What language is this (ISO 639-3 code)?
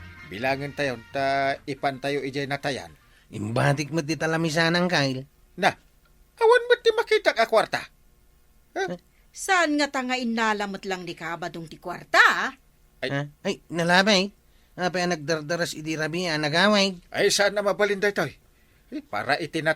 ilo